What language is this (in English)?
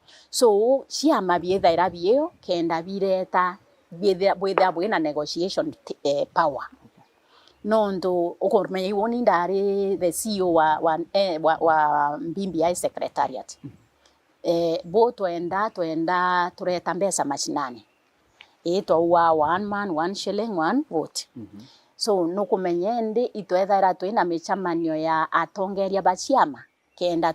Meru